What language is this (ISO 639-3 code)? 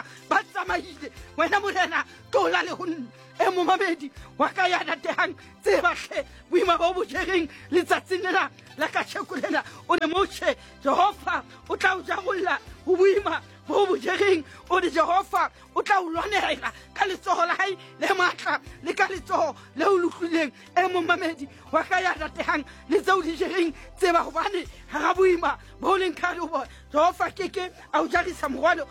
sot